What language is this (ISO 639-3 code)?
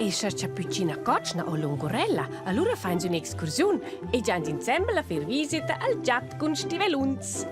roh